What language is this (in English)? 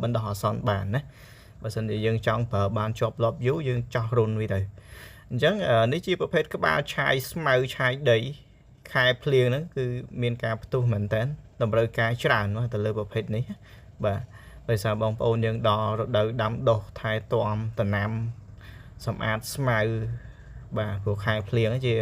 Khmer